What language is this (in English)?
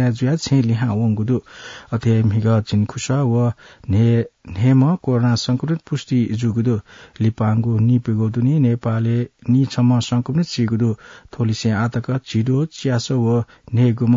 Newari